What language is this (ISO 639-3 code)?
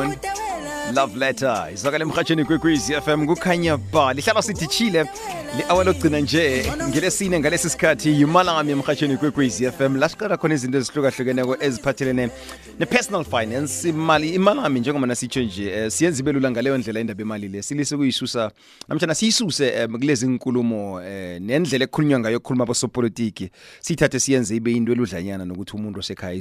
nbl